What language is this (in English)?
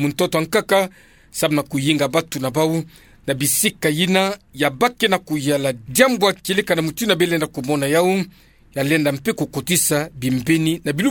Kituba (Democratic Republic of Congo)